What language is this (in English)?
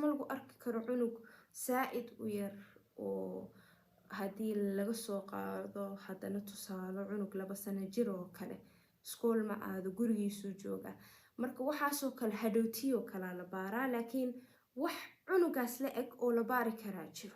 Somali